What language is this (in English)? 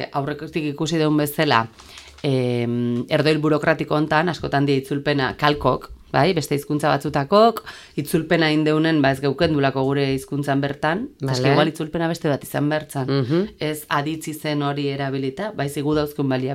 Basque